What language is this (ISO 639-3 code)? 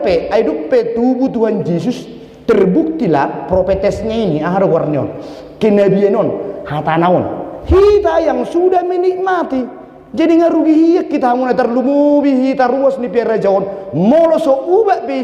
bbc